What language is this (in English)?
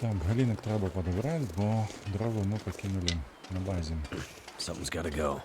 Belarusian